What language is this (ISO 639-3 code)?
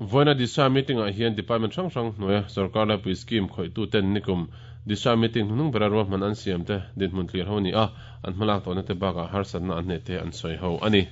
lus